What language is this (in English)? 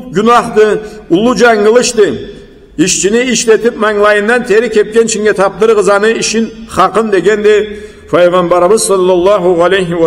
Karachay-Balkar